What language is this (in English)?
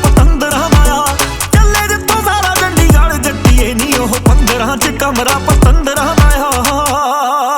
Punjabi